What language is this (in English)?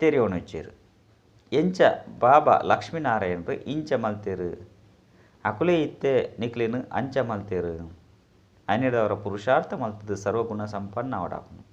Tulu